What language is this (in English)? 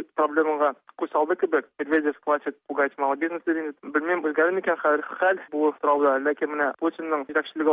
Tatar